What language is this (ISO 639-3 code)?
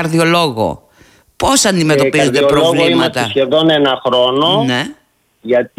ell